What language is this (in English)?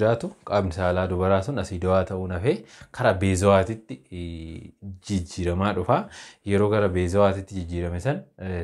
Oromo